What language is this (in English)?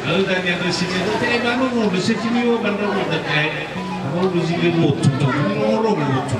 Nias